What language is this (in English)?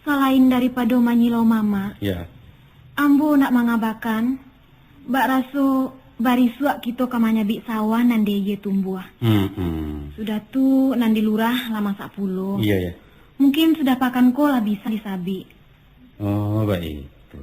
Minangkabau